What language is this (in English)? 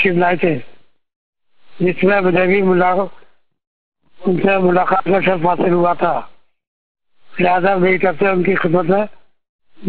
Urdu